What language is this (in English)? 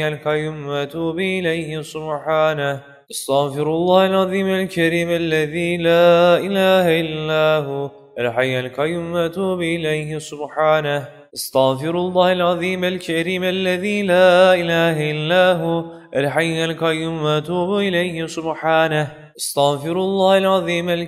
Arabic